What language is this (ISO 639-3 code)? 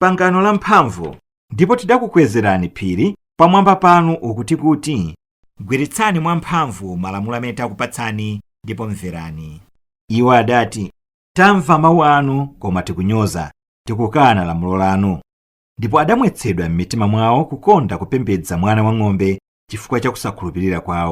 nya